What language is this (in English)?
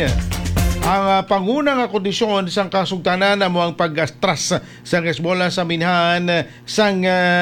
Hiligaynon